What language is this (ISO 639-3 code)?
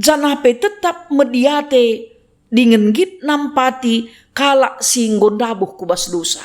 btx